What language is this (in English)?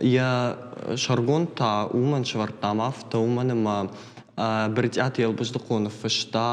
Ossetic